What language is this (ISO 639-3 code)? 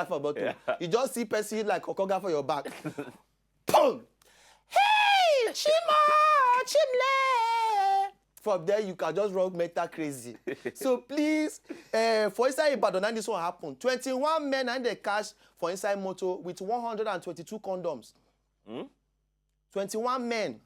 pcm